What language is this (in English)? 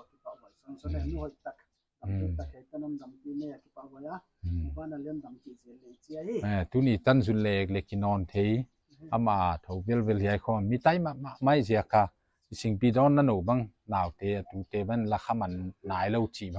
Paite Chin